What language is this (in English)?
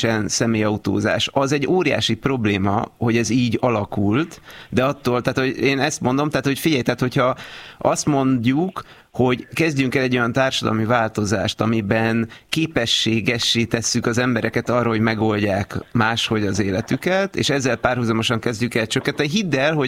Hungarian